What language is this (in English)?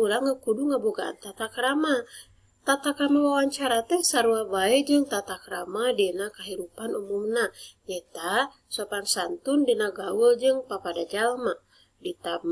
Sundanese